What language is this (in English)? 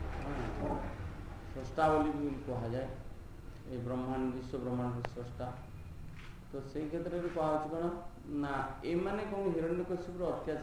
Odia